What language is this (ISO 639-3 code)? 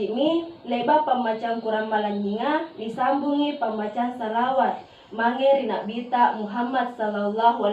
mak